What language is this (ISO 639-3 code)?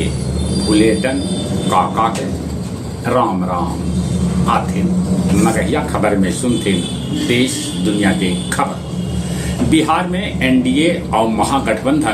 mag